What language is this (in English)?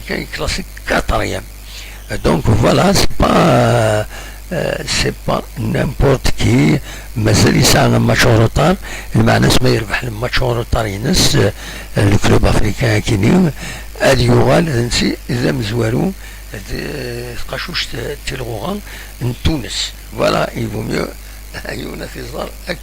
Kabyle